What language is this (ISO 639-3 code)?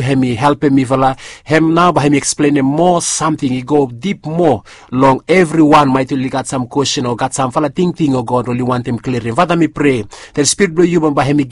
bis